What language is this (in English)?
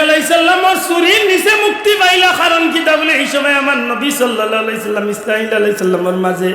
Sylheti